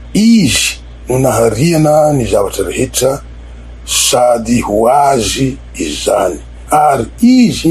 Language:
Malagasy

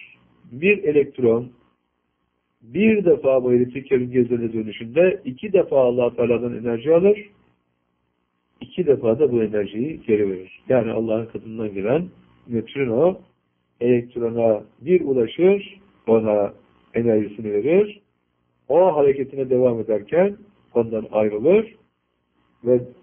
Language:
Turkish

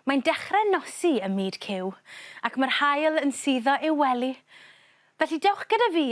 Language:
Welsh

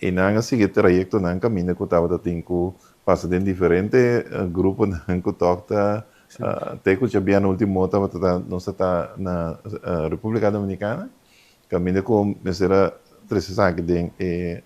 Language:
Papiamento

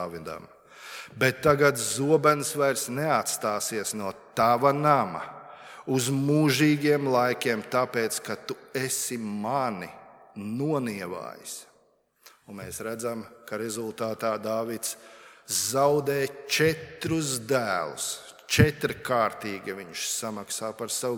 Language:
Latvian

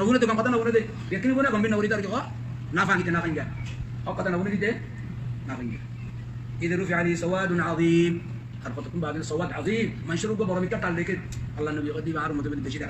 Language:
Rohingya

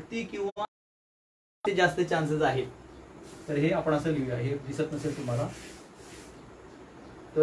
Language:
Marathi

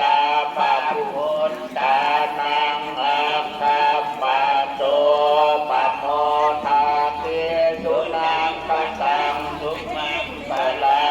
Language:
Northeastern Thai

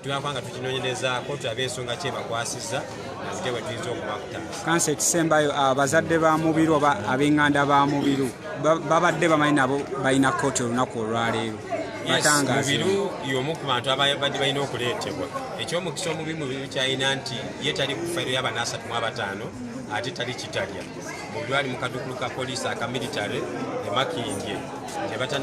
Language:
Ganda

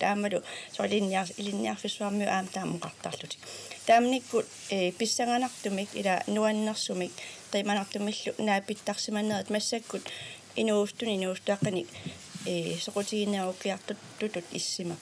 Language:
Kalaallisut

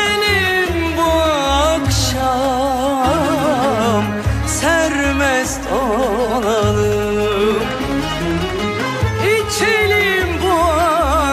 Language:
Turkish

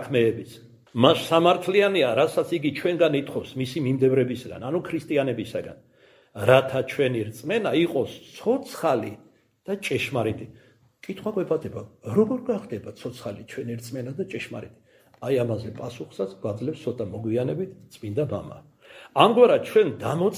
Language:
Georgian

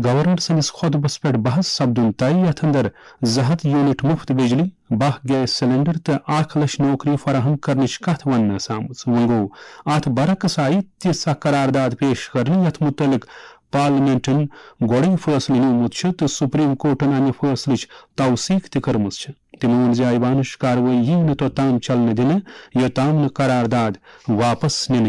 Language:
Kashmiri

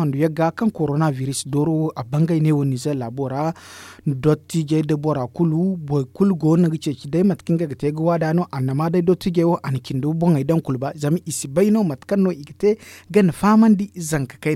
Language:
Zarma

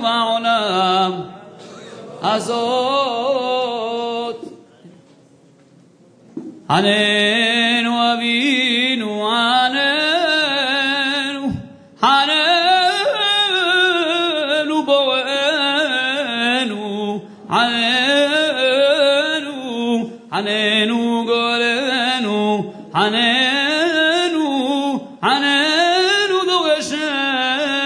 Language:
Hebrew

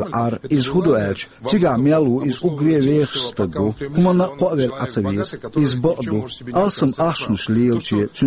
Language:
Chechen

